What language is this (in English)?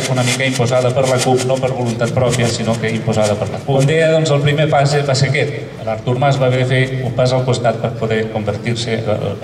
Catalan